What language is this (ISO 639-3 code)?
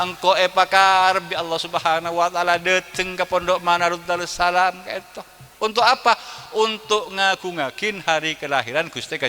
mad